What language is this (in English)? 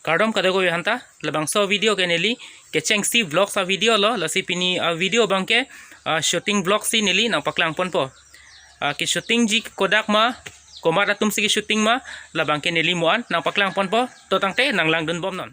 Karbi